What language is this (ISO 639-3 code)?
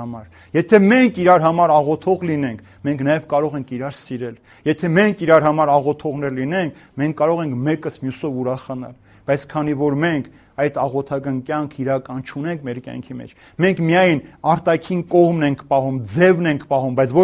hye